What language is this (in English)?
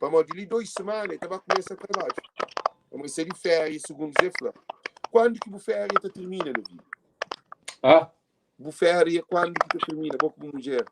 Kabuverdianu